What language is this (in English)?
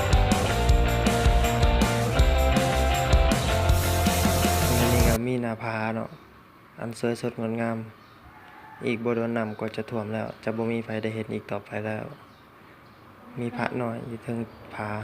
Lao